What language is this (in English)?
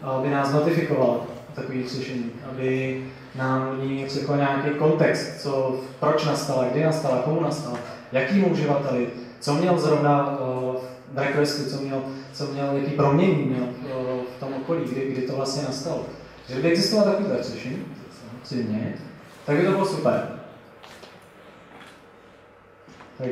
Czech